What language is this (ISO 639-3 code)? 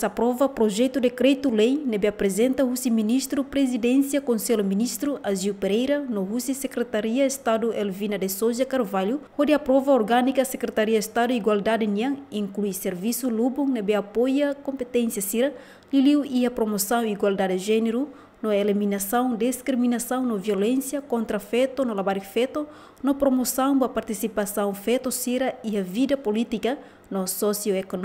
tet